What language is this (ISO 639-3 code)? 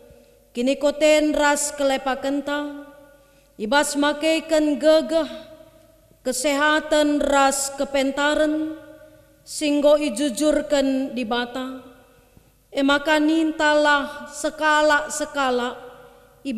btx